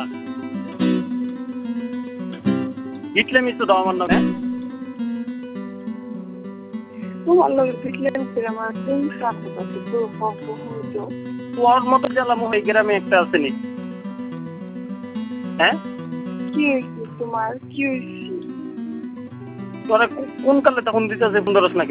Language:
Bangla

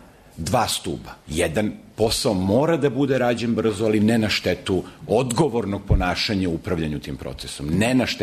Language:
Serbian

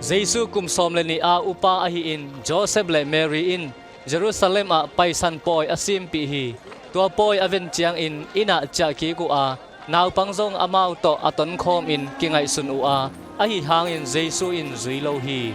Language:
Tedim Chin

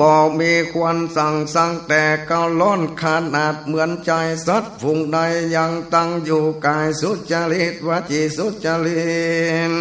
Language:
Northern Thai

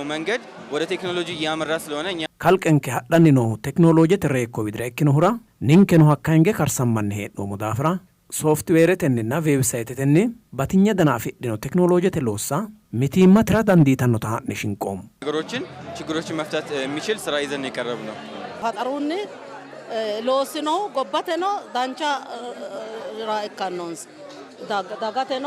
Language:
Sidamo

